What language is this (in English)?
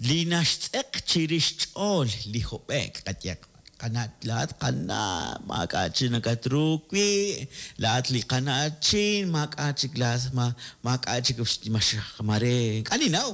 Kekchí